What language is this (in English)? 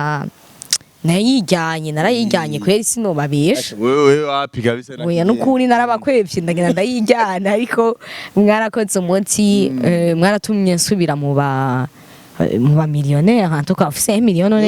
Rundi